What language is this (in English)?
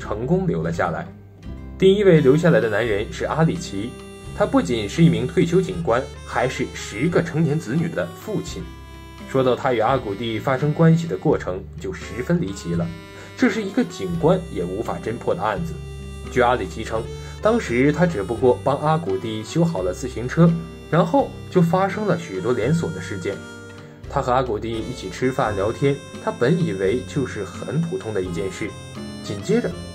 Chinese